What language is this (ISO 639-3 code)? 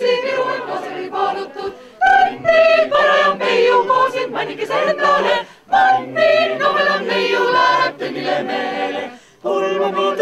est